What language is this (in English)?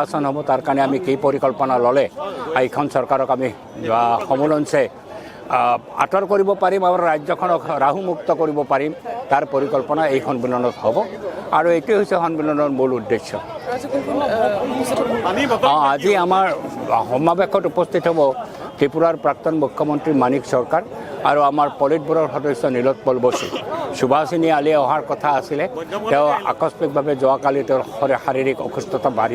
Assamese